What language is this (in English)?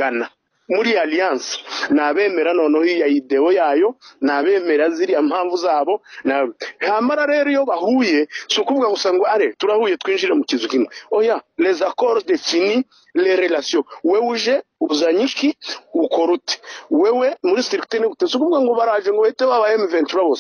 Kinyarwanda